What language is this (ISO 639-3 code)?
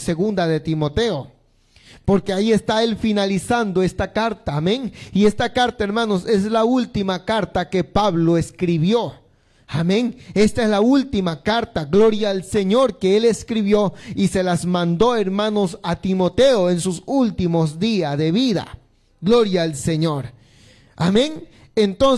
spa